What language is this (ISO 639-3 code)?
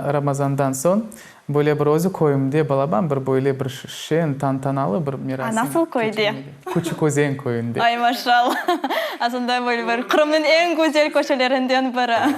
crh